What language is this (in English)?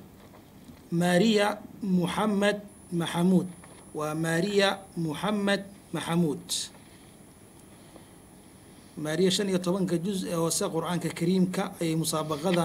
Somali